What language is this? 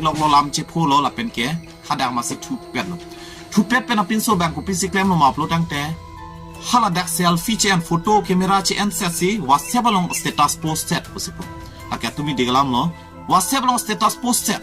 Karbi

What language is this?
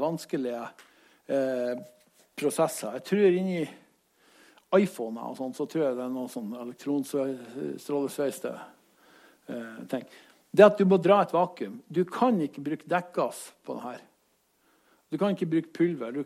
Norwegian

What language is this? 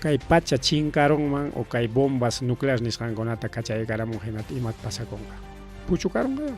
Ayacucho Quechua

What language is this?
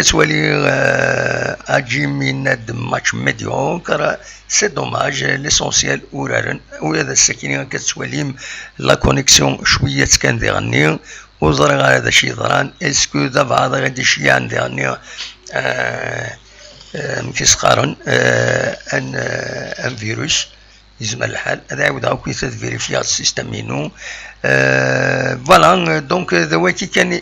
Kabyle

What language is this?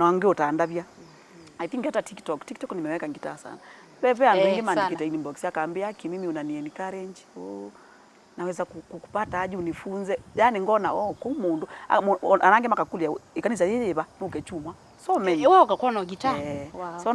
Kamba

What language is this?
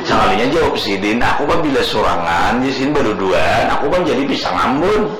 Banjar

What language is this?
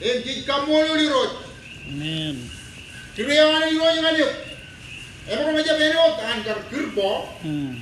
Marshallese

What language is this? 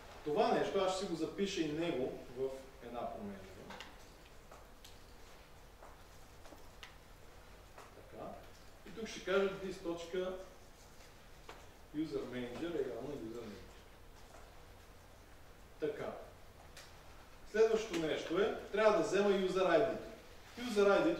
Bulgarian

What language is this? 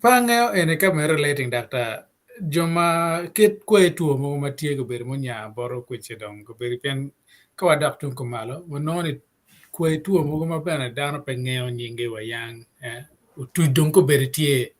Acoli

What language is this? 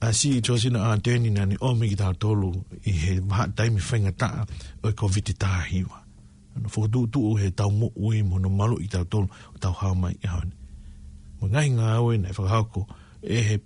Tongan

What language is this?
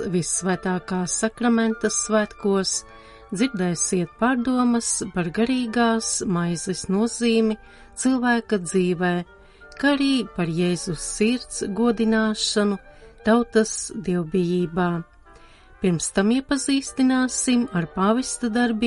Latvian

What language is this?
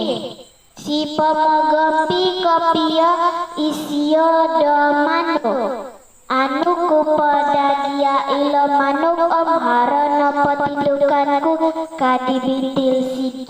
Central Dusun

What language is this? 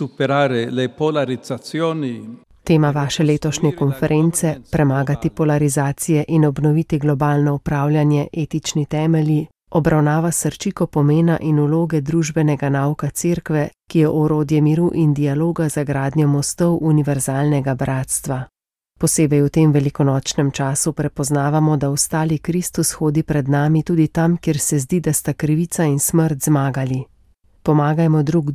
Slovenian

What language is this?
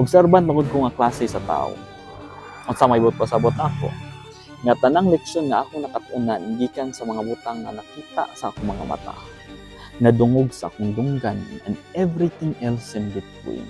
Cebuano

